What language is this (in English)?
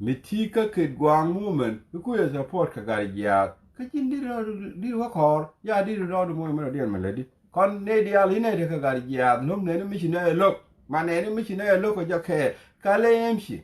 Nuer